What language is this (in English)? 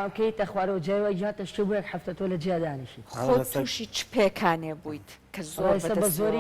Central Kurdish